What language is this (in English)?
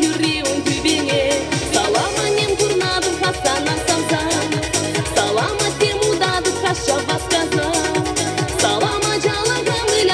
Chuvash